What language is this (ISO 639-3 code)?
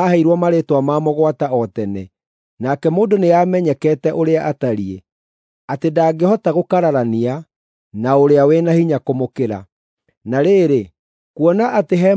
kik